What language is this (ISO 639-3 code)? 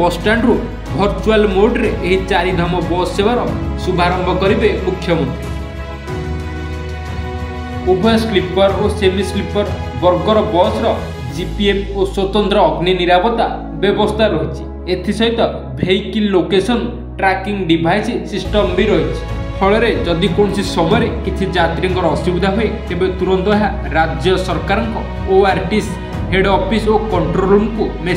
ori